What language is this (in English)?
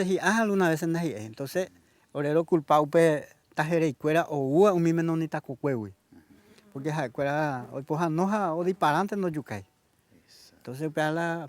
Guarani